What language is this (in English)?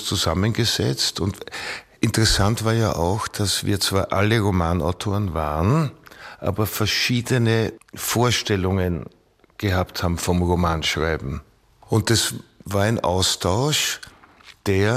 German